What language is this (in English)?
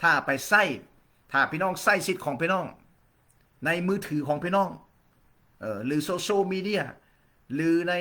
Lao